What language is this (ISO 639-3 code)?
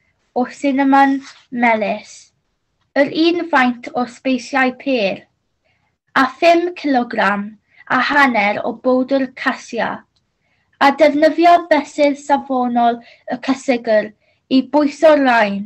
cym